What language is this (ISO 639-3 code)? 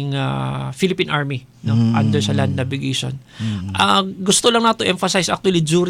ceb